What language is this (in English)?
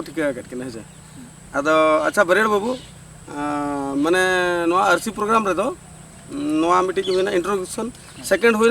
Santali